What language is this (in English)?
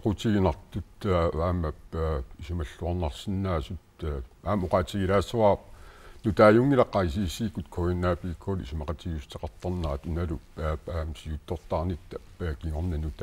Kalaallisut